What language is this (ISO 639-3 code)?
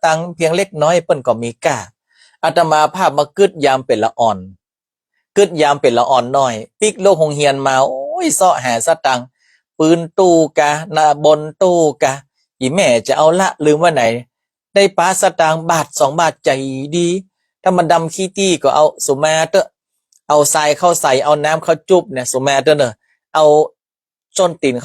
nod